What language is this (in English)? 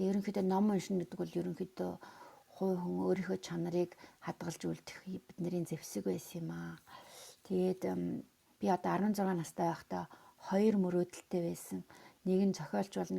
Mongolian